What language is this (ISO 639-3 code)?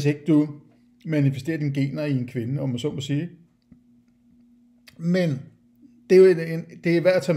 dan